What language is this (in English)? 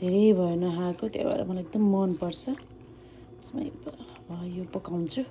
Nepali